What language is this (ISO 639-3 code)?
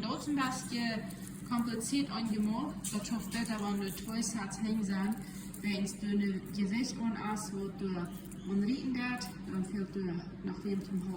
pdt